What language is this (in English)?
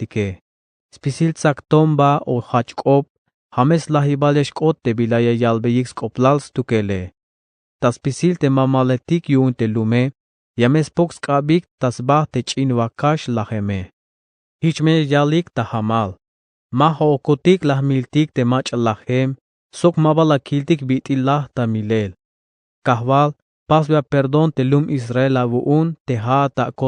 Tzeltal